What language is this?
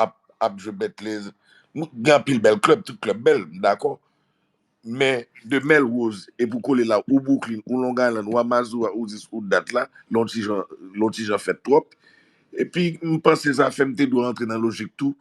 Haitian Creole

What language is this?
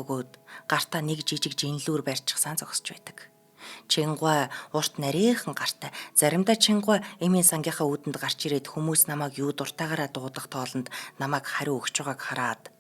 Mongolian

